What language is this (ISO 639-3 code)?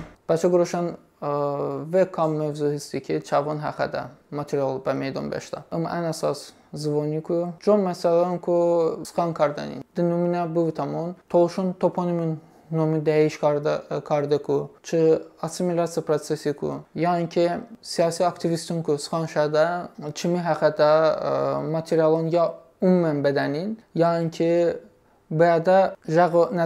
tly